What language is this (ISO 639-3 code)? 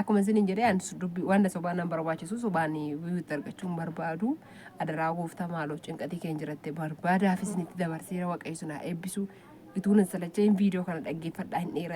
orm